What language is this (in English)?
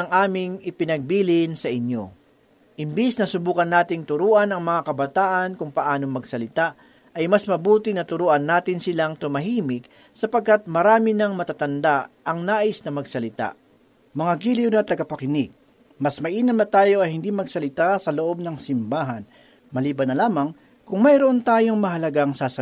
Filipino